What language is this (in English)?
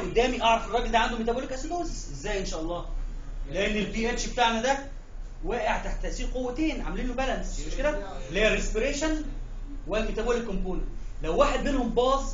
Egyptian Arabic